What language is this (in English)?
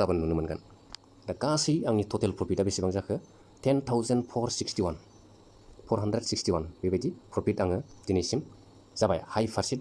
Bodo